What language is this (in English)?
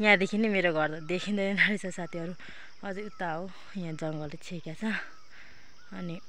Nepali